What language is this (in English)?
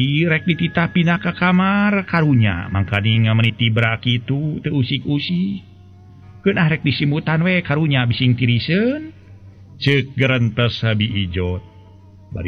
Sundanese